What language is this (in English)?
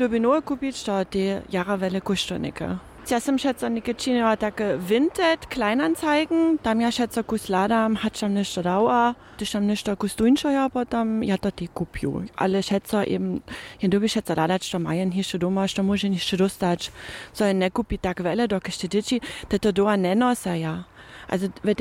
Upper Sorbian